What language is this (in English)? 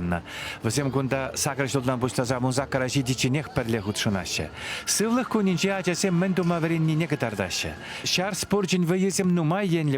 Chuvash